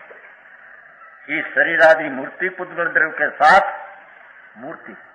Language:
Hindi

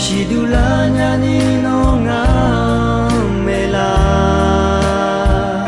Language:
Akha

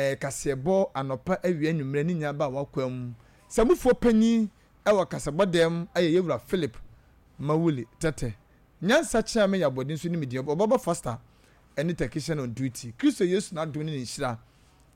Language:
Akan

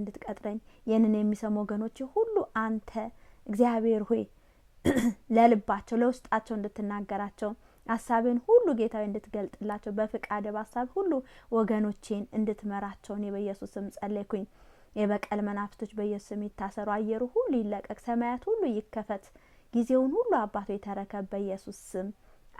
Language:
Amharic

